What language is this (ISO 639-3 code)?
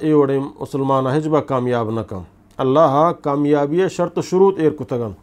bgp